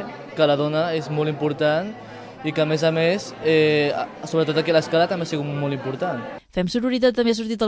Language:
Catalan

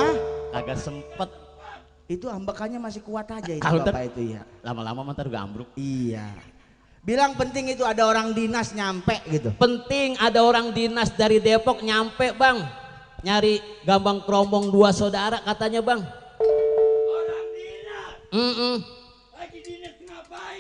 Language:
Betawi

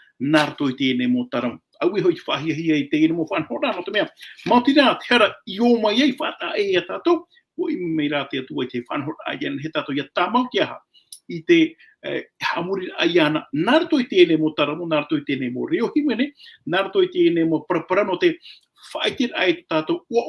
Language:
Tahitian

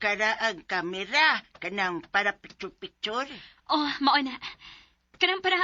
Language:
Cebuano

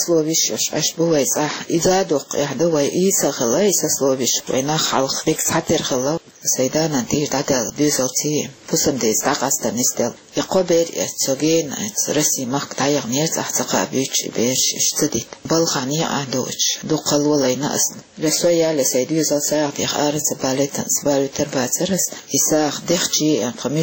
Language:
Chechen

